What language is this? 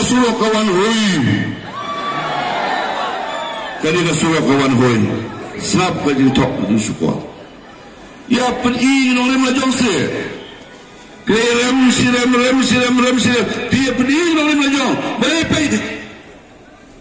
Khasi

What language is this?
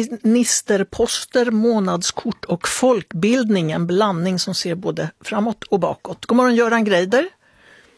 Swedish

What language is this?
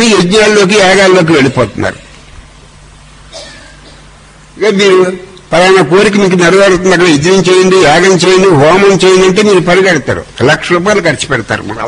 Telugu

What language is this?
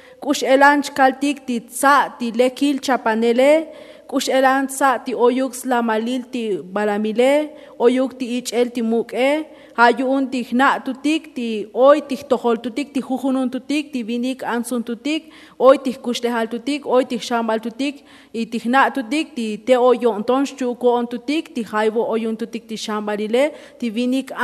Tzotzil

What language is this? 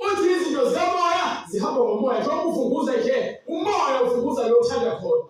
Zulu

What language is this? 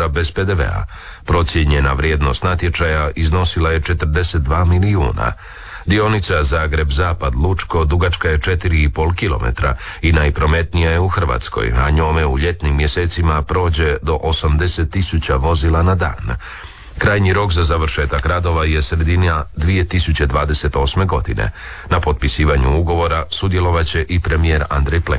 Croatian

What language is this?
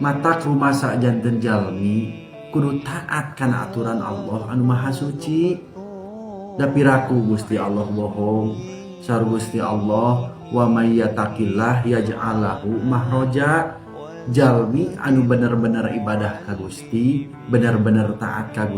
Sundanese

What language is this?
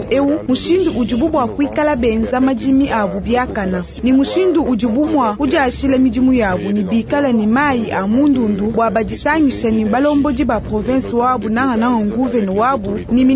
Luba-Lulua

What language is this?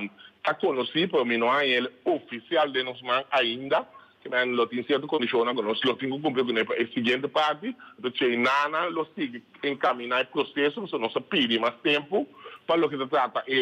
Papiamento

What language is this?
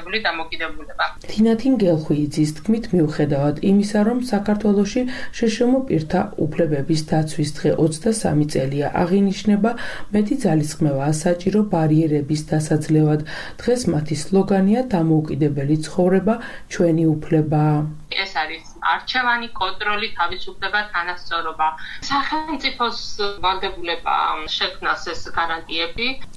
Georgian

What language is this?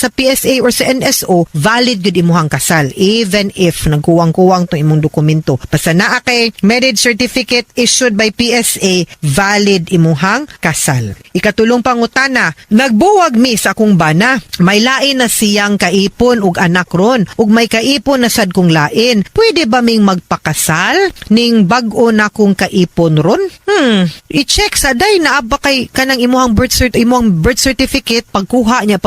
Cebuano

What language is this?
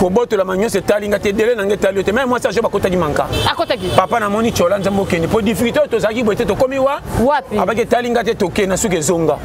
Lingala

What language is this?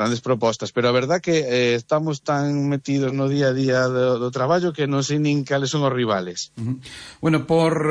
Galician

